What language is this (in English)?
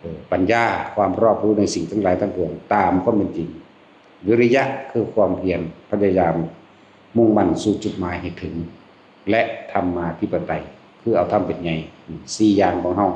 Northeastern Thai